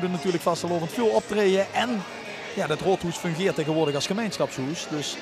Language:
Limburgish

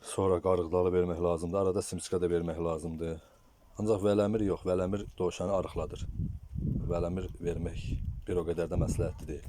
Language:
Azerbaijani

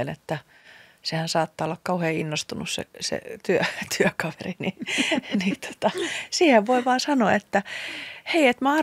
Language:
Finnish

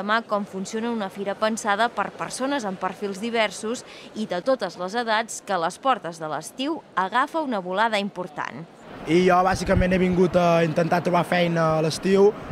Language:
Catalan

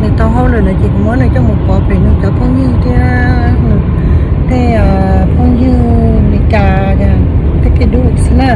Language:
Hmong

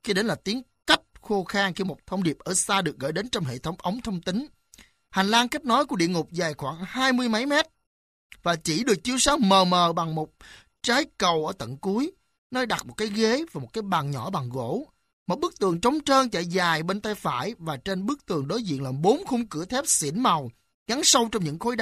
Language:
Vietnamese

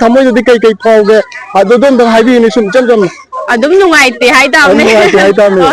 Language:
Manipuri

